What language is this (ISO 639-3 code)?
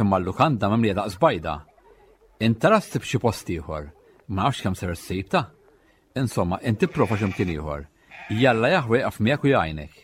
mlt